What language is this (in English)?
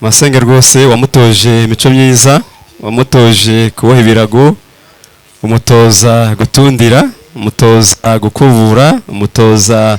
Kinyarwanda